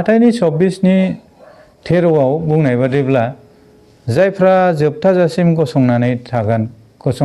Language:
Bodo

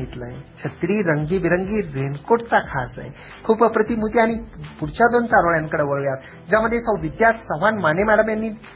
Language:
Marathi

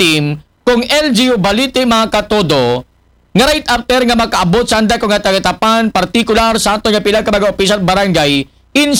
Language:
Aklanon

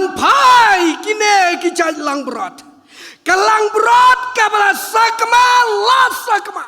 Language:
Khasi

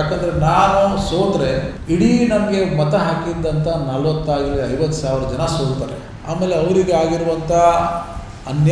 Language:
Kannada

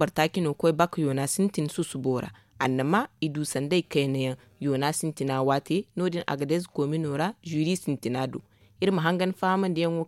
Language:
Zarma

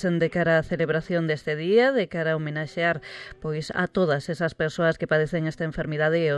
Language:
Galician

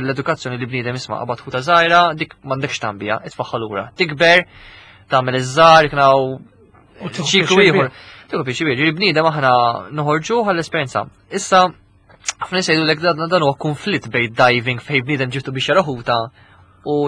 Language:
Maltese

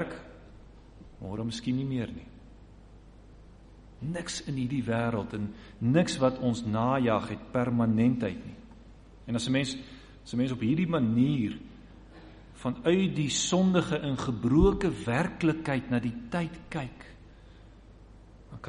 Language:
Afrikaans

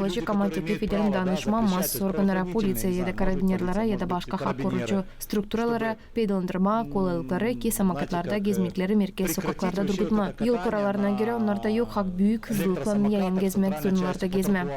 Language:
Gagauz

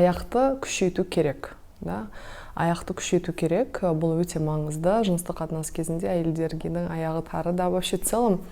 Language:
Kazakh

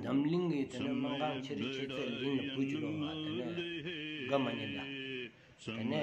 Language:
Stod Bhoti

